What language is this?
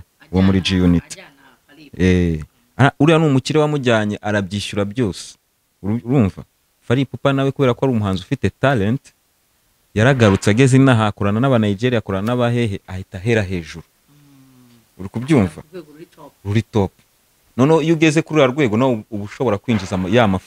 Kinyarwanda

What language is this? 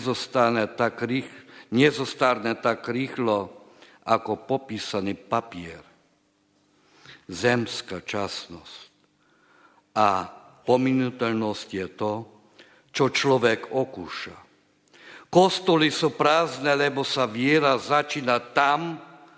Slovak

